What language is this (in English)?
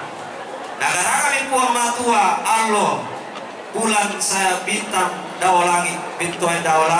Toraja-Sa'dan